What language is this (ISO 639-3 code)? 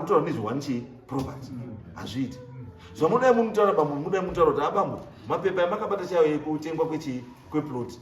sna